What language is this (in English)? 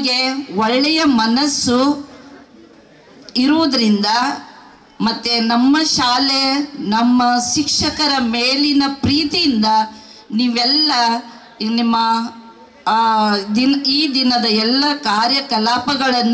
Kannada